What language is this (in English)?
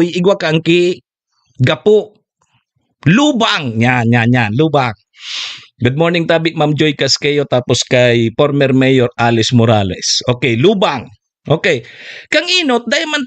Bikol